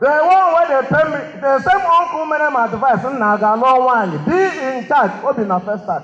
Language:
Igbo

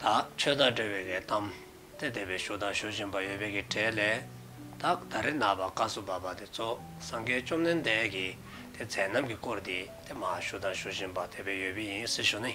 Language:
Dzongkha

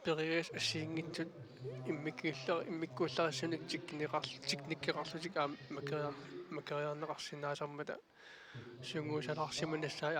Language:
Kalaallisut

